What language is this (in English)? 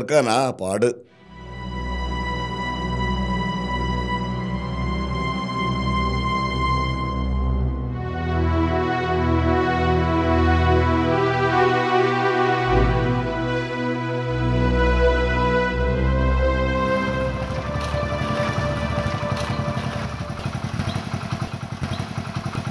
Malayalam